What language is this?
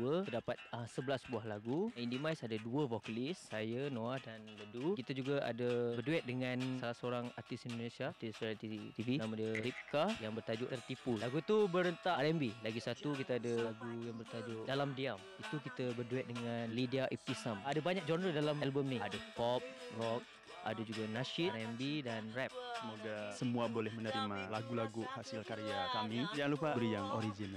Malay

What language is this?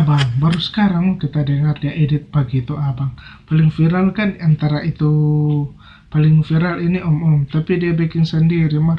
Manado Malay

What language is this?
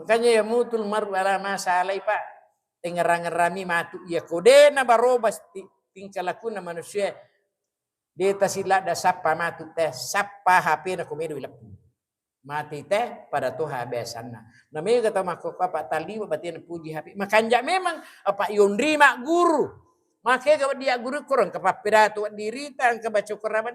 Buginese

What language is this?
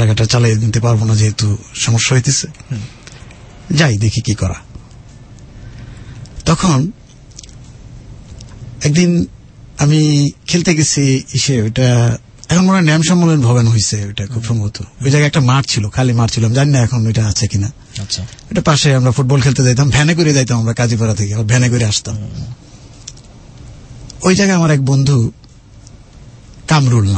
Bangla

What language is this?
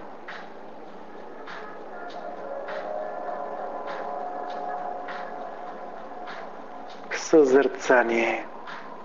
Bulgarian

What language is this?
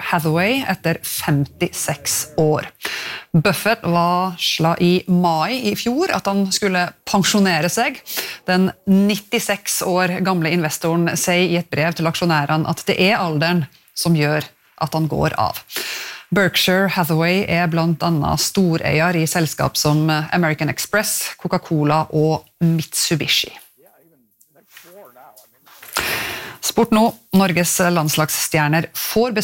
Norwegian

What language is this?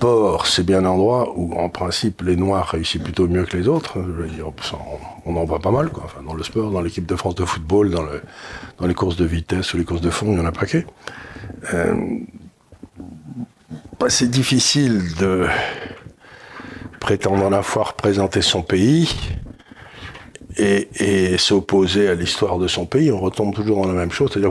French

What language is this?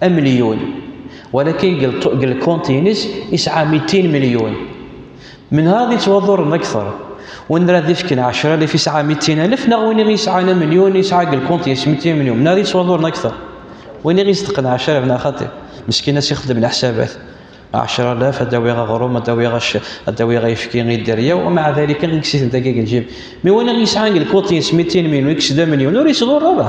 Kabyle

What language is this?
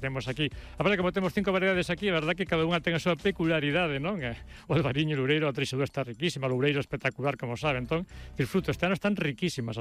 Galician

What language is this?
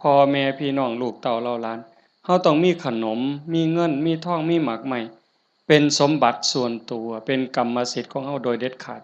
Lao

